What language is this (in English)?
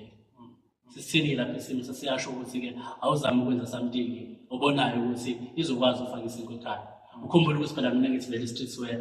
Zulu